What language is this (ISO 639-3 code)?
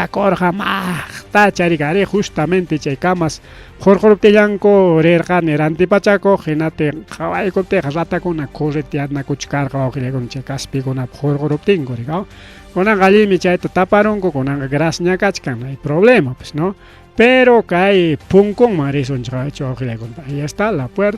quy